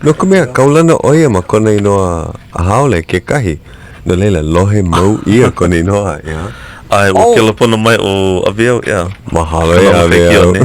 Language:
Hawaiian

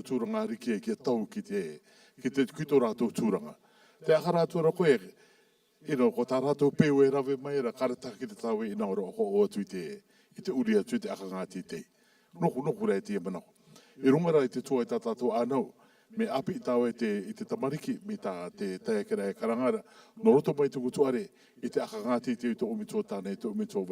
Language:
Rarotongan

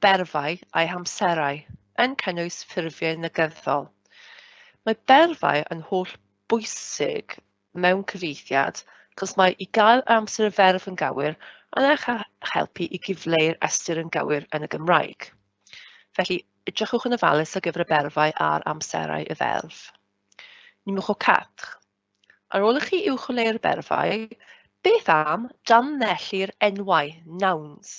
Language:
Welsh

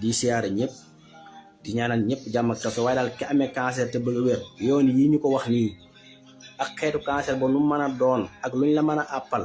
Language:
Wolof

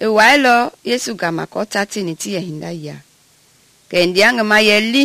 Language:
Mende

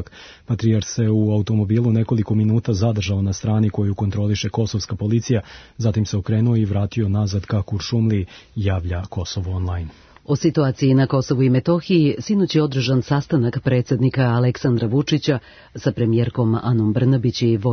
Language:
Serbian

